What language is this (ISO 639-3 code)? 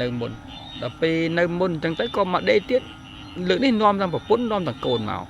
khm